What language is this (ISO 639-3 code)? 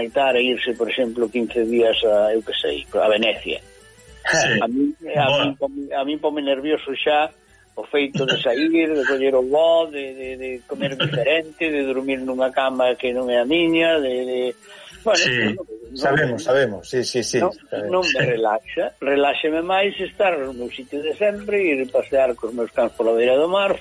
glg